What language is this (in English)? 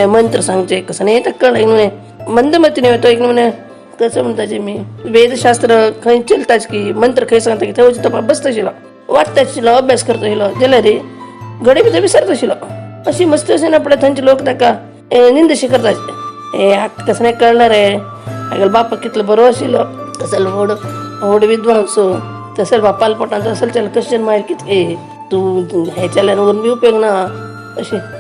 Konkani